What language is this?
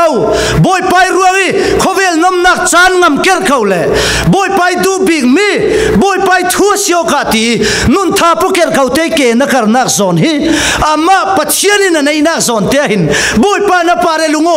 Falam Chin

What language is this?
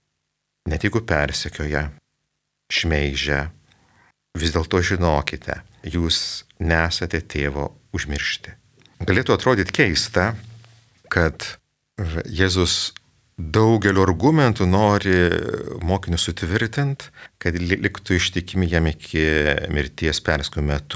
Lithuanian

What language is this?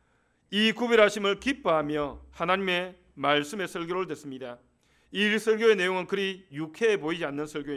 Korean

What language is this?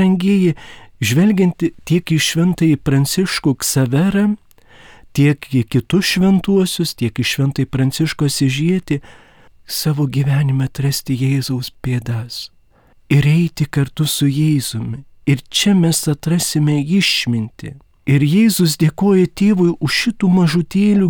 Lithuanian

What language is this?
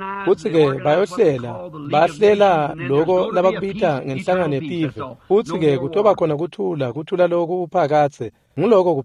Swati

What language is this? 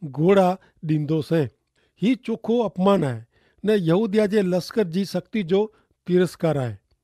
Kachhi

